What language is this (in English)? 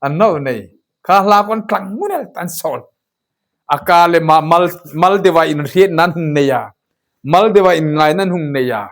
Hmar